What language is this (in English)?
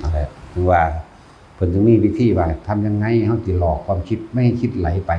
Northeastern Thai